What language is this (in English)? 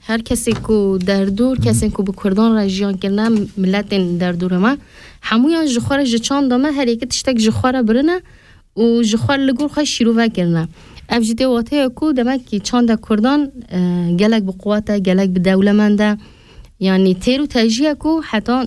Kurdish